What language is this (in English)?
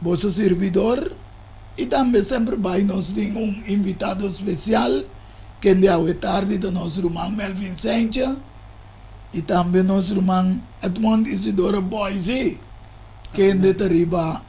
Papiamento